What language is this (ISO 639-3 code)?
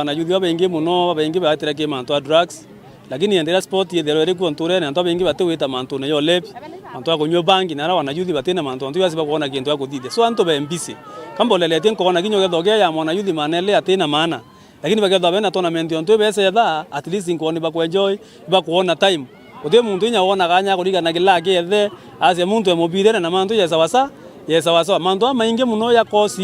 mer